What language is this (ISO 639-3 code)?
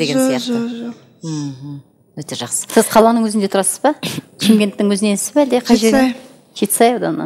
kaz